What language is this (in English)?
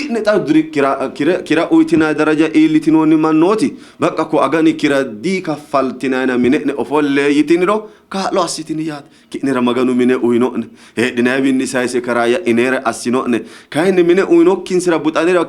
Sidamo